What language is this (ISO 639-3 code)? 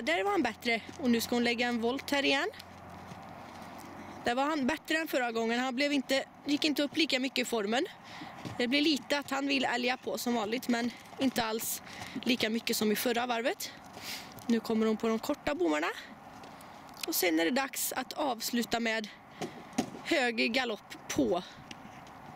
swe